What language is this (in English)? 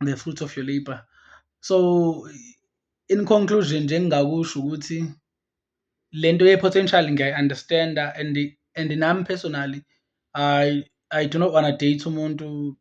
Zulu